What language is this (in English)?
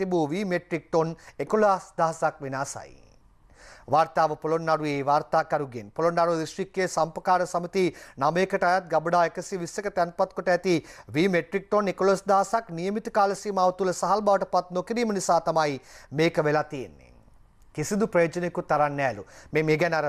Sinhala